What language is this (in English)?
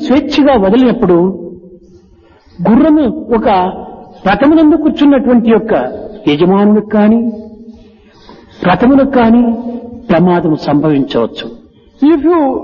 Telugu